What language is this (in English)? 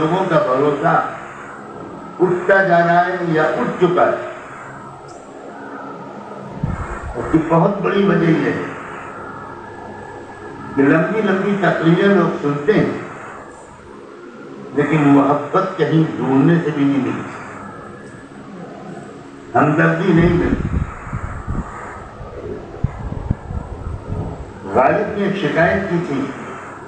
Urdu